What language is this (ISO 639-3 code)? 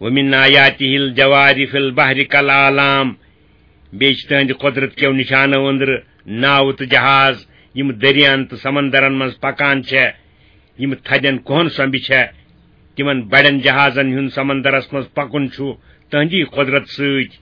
kas